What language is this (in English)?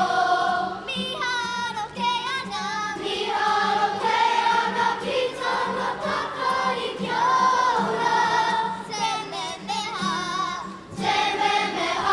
Māori